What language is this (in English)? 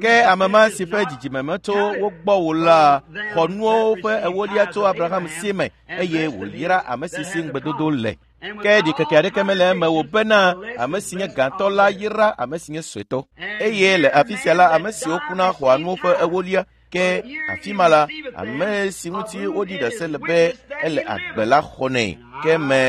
Ewe